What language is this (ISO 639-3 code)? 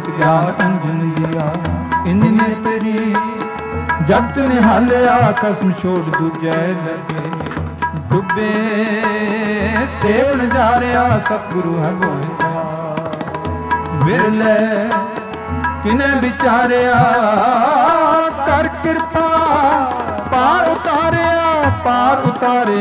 pan